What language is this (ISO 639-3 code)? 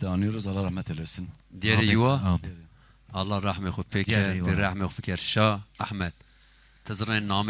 zza